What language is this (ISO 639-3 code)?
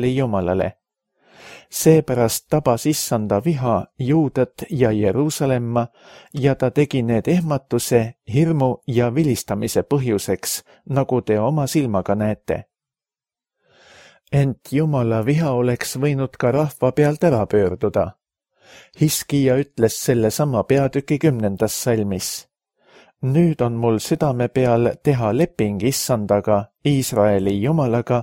est